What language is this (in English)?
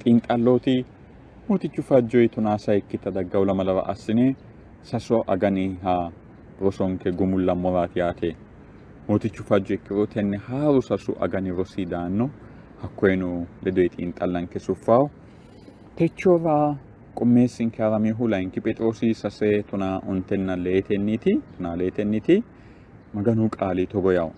Sidamo